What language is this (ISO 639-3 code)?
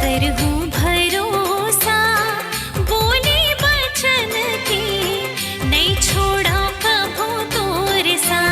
hne